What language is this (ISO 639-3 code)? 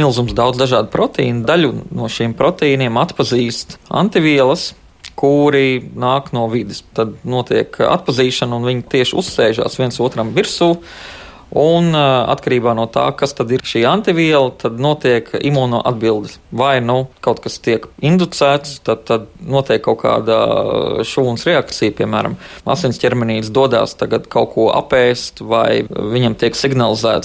lav